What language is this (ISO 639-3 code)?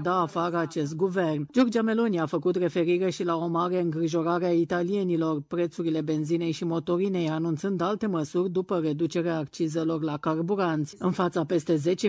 ron